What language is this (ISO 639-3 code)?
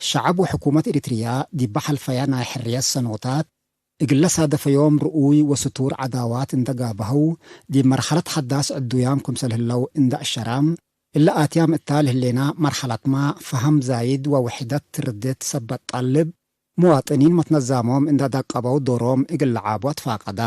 tig